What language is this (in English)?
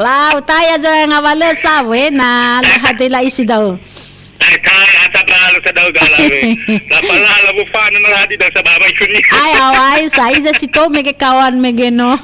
Nias